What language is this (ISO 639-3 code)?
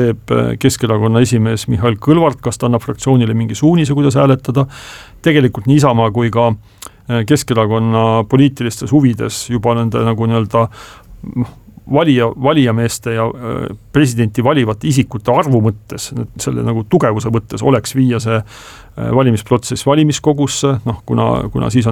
est